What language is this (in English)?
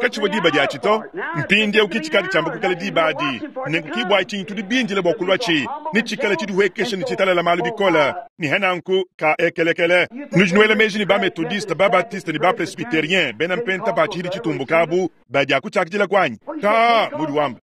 Luba-Lulua